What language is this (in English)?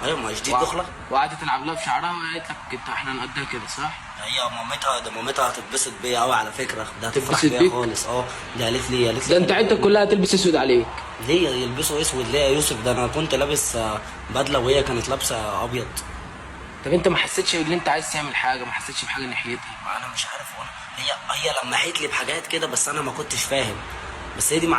Egyptian Arabic